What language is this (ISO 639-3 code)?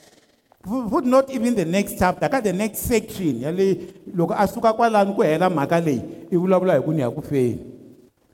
tso